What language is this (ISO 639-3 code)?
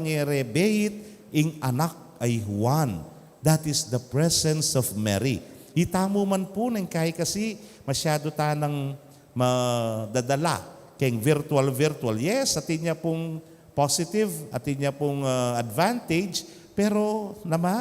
pam